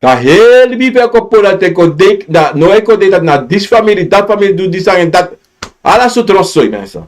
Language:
Sranan Tongo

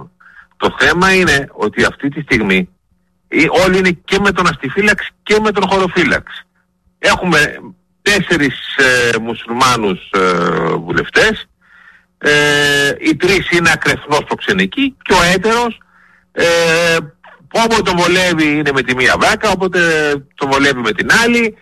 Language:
Greek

